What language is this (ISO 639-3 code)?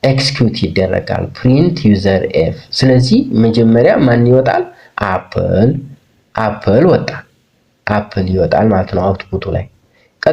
amh